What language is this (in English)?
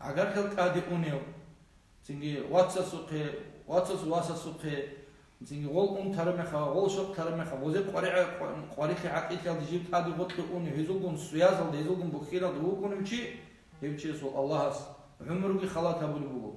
Avaric